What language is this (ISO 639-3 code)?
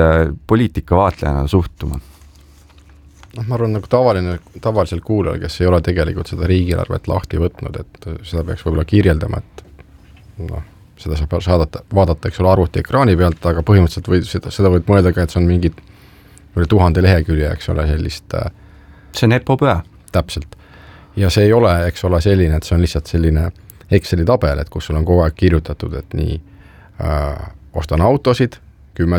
est